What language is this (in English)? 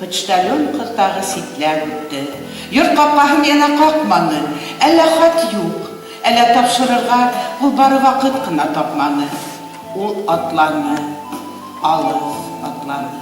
Bashkir